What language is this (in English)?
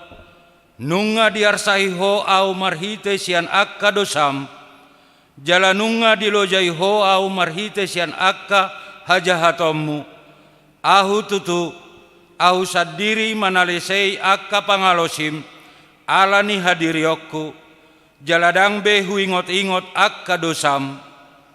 Batak Toba